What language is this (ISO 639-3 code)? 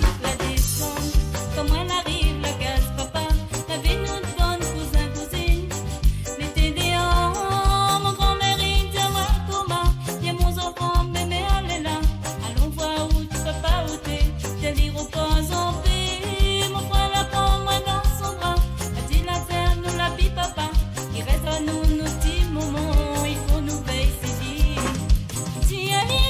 mfe